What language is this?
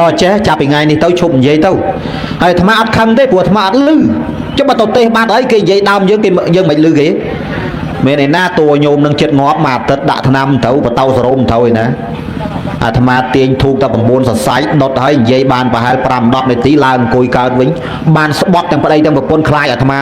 Khmer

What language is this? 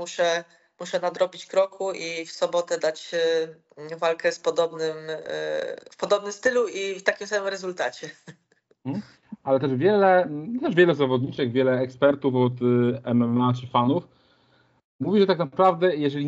Polish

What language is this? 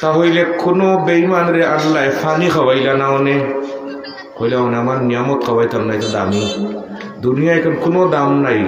Sylheti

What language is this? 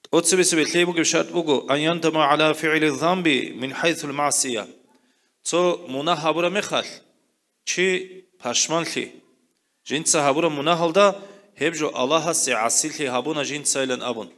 Avaric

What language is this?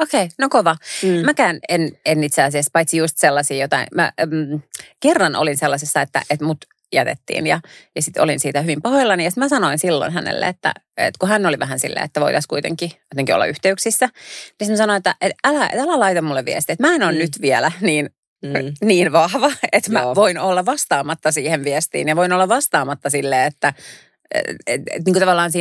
Finnish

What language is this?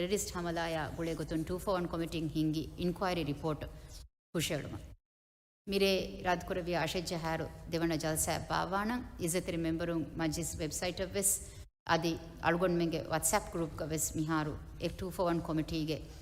Divehi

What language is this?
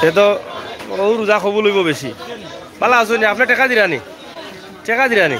Sylheti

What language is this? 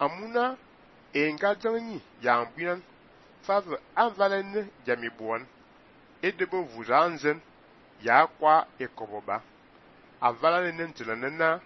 Fang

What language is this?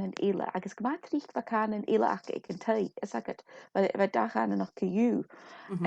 Scottish Gaelic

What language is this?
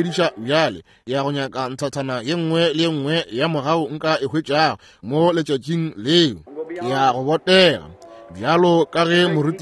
Northern Sotho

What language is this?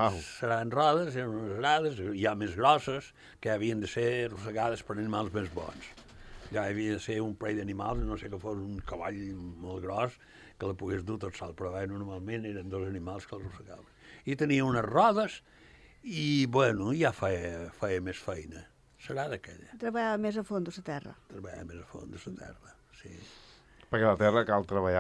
Catalan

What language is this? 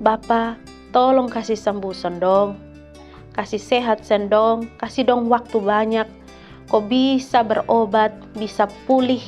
Kupang Malay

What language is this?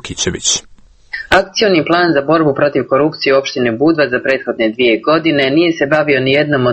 Serbian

